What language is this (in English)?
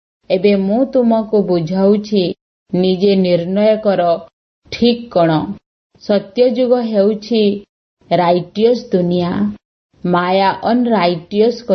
Odia